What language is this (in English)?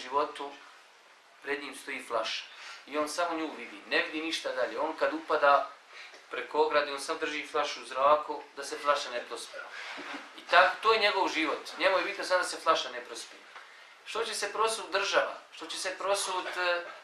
Bosnian